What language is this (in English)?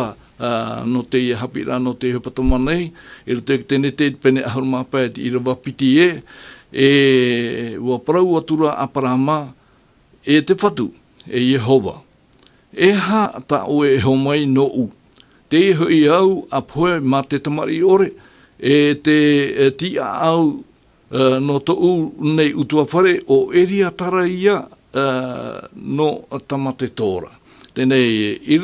Tahitian